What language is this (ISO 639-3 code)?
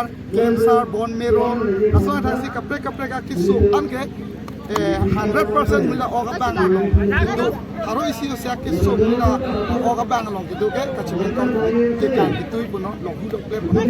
mjw